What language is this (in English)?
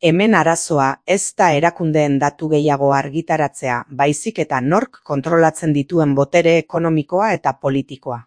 Basque